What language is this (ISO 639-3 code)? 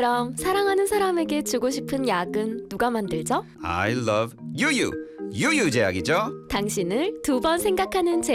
kor